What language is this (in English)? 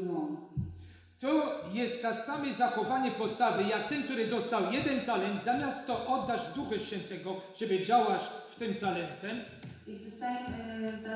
Polish